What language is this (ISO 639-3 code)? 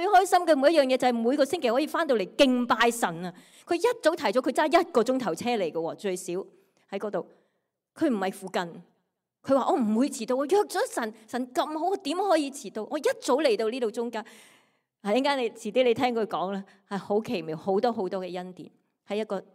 yue